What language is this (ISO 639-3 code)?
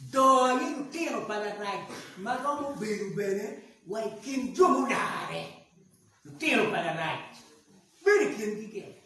ach